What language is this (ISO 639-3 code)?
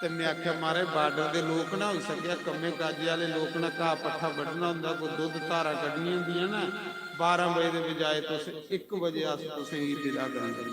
doi